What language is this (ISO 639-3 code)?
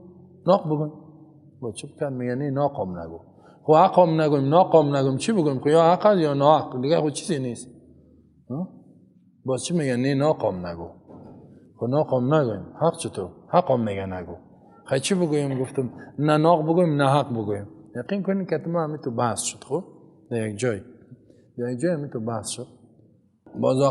fas